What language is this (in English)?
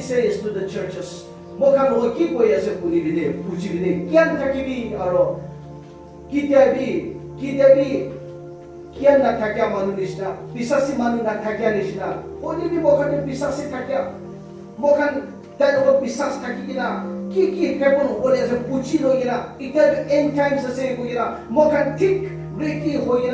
Naga Pidgin